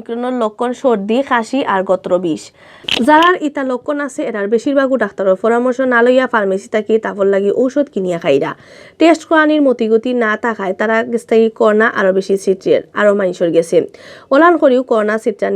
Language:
Sylheti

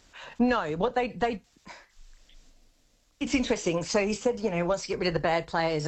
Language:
English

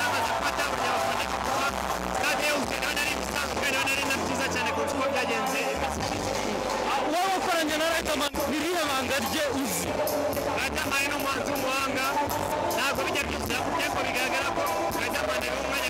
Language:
Kinyarwanda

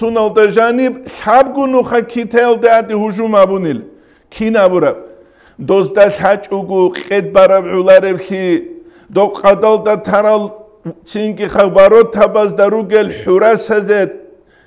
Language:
Avaric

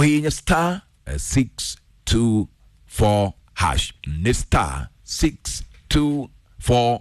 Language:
Kikuyu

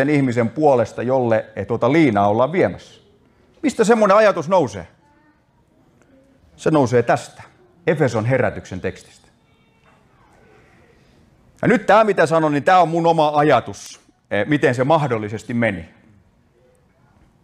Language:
Finnish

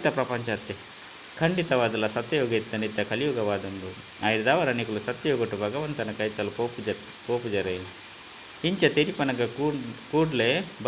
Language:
Tulu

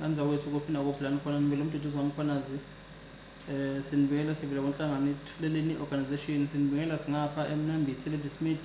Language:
Zulu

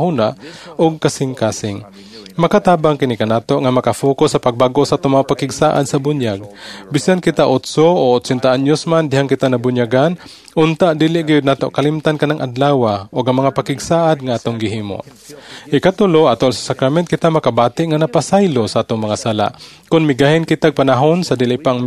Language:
Cebuano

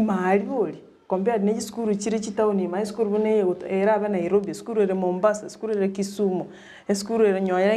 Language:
Gusii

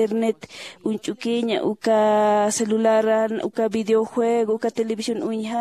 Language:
Aymara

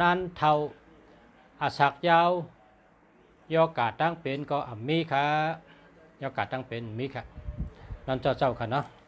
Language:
Shan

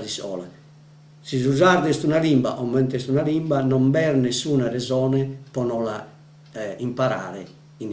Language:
Sardinian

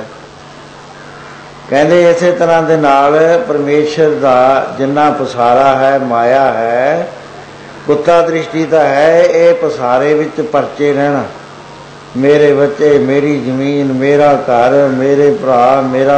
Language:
Punjabi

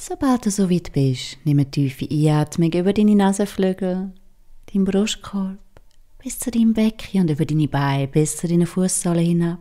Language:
Swiss German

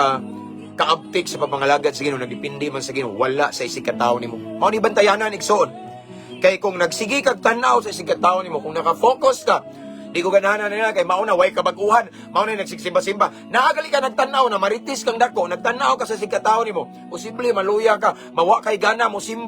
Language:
Cebuano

